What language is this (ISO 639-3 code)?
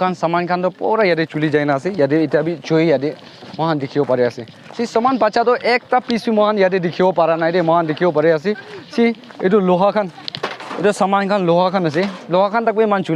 nag